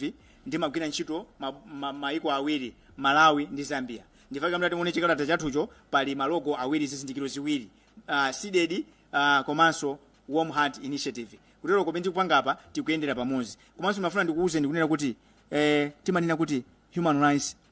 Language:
Nyanja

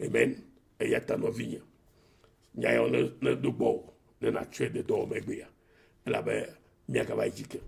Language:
Ewe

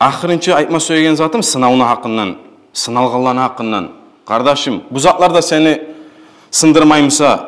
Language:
Kumyk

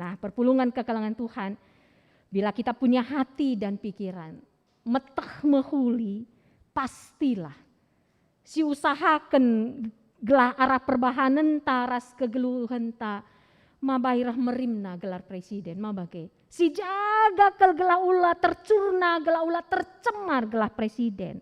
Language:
Batak Karo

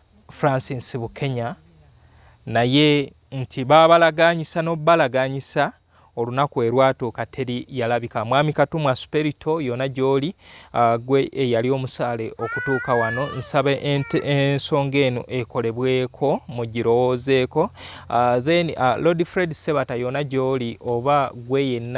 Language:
Ganda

